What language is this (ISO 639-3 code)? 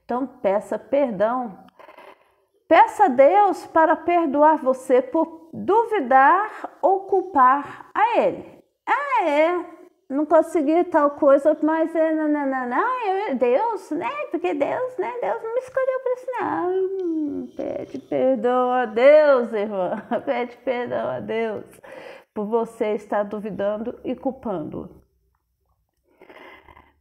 por